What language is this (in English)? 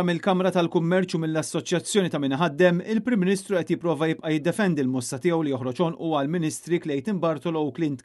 Maltese